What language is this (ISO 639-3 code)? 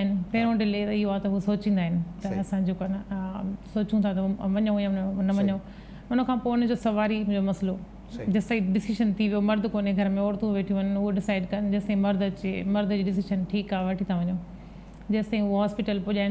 snd